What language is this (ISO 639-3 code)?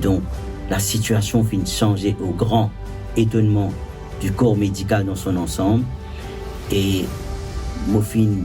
mfe